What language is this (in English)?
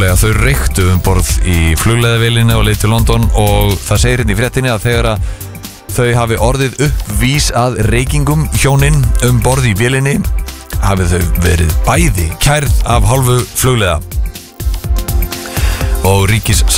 Icelandic